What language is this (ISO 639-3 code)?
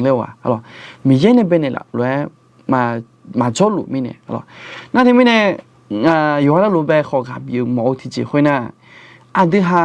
ahk